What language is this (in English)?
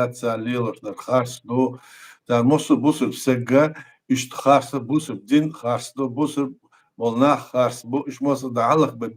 Chechen